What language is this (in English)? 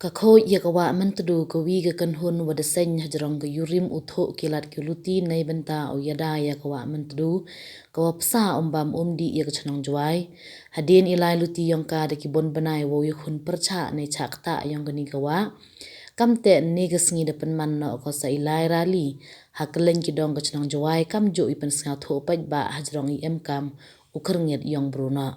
Pnar